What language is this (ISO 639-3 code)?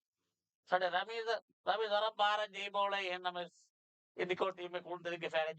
div